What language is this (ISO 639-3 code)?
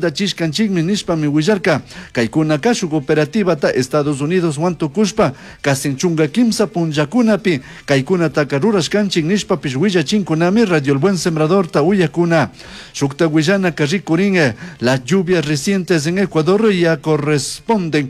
qug